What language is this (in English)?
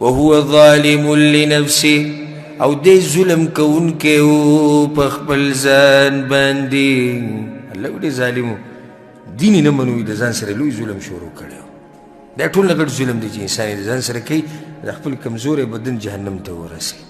Pashto